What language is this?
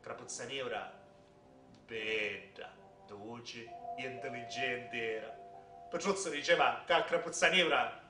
Sicilian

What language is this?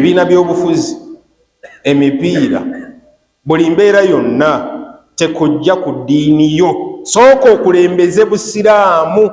Ganda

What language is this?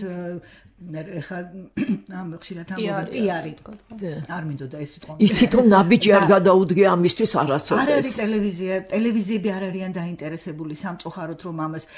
Georgian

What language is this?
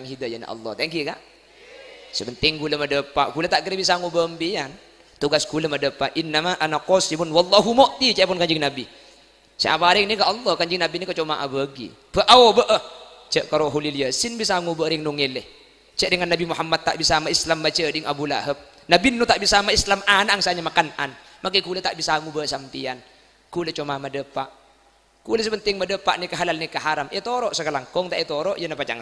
Madurese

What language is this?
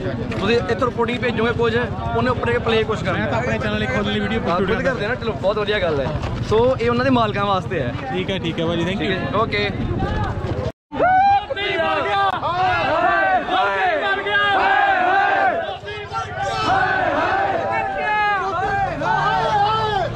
Punjabi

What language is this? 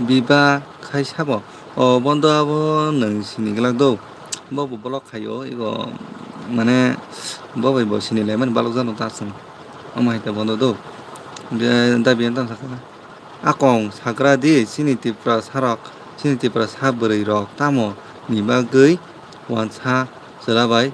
Kok Borok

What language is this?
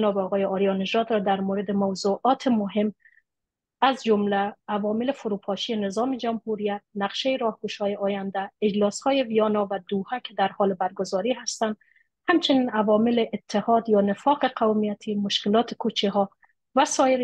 Persian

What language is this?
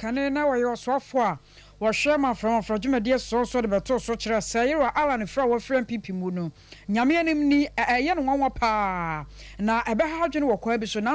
Akan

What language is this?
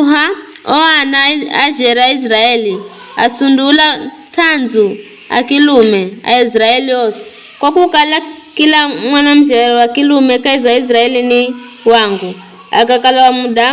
Giryama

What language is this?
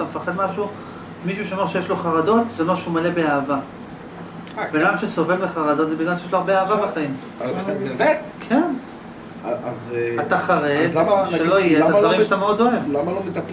Hebrew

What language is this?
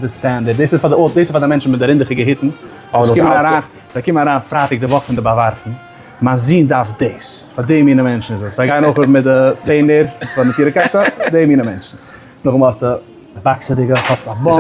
Yiddish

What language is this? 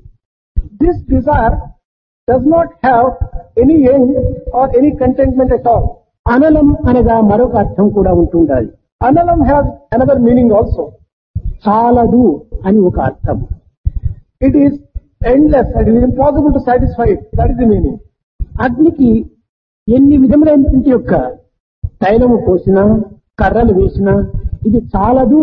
Telugu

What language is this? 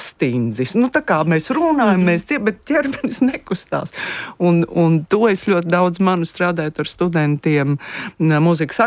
Latvian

